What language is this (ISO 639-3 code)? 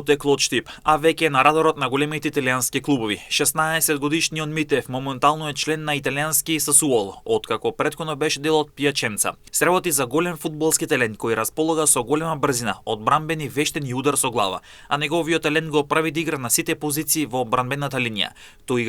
mkd